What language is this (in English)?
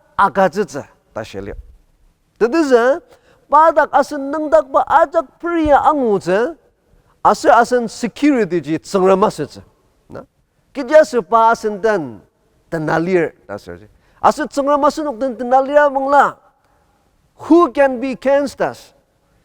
Ao Naga